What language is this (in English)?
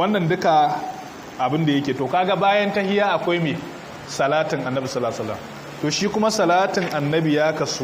Hausa